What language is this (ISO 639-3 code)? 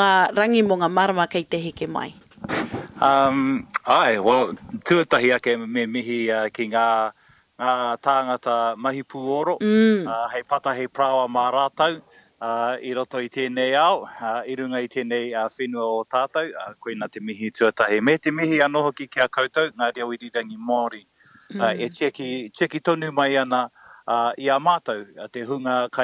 mri